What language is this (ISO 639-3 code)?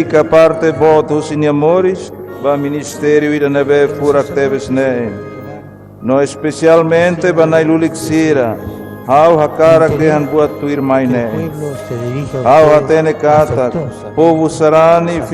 tet